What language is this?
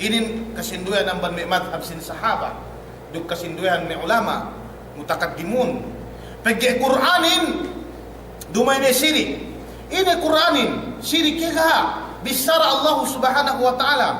Yakan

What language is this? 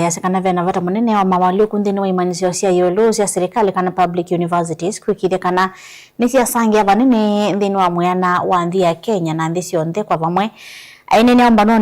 Kamba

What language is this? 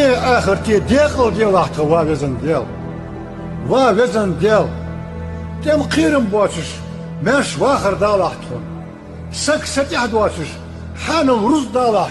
Ingush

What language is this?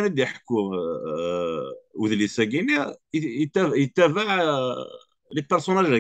Kabyle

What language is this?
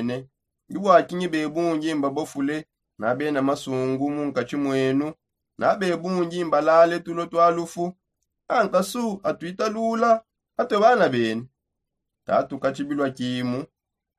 Songe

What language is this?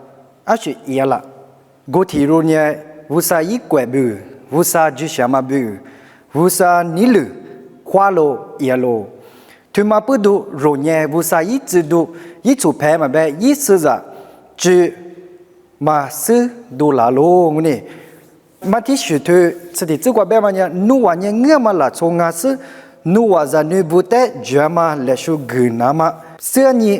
Lisu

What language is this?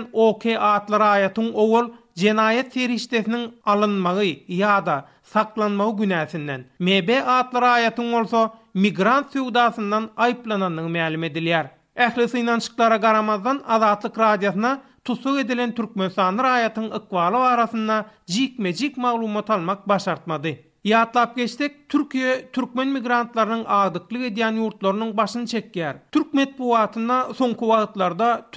Turkmen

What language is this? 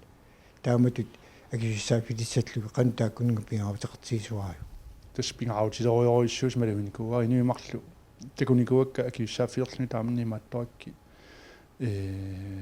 Kalaallisut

